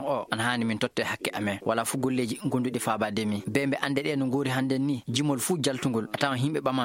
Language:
Maasina Fulfulde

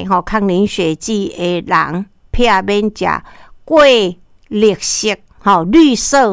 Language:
Min Nan Chinese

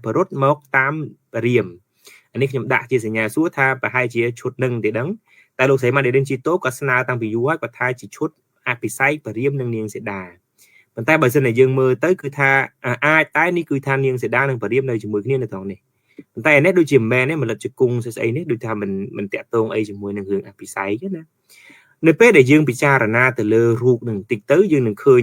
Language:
Khmer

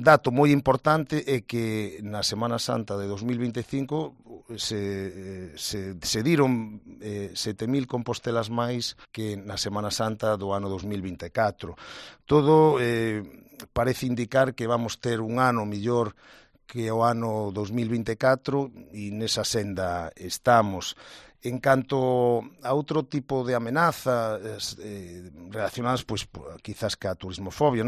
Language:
Galician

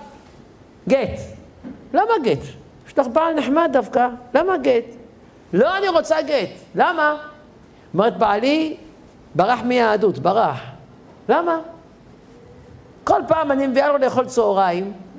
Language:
Hebrew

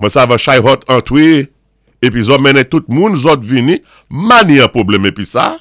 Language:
Saint Lucian Creole French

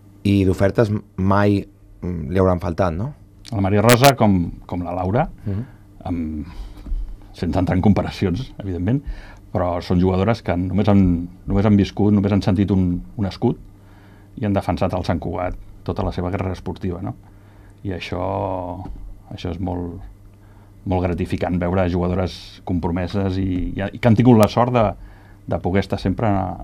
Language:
Catalan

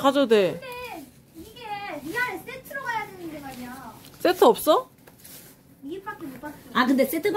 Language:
Korean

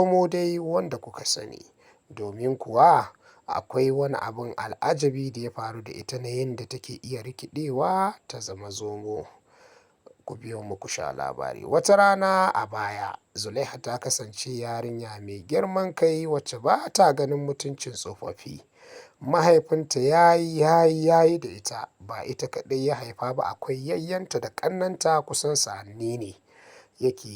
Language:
Hausa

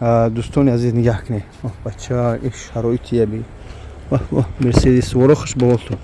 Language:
Tajik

